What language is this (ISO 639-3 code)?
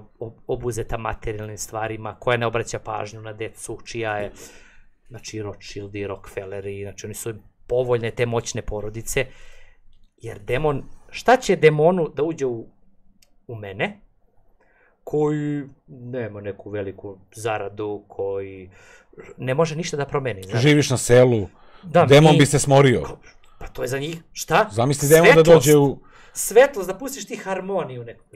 srp